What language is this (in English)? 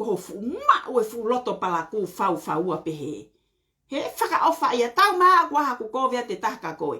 Tongan